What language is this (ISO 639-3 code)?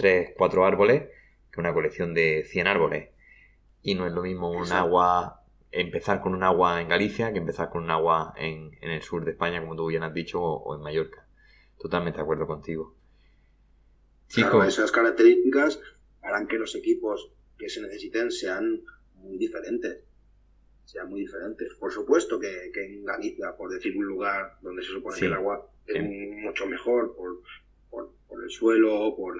spa